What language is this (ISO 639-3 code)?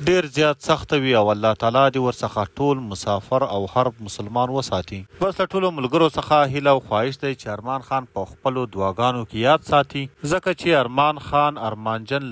pus